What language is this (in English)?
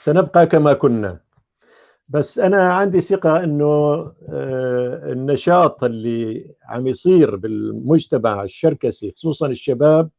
North Levantine Arabic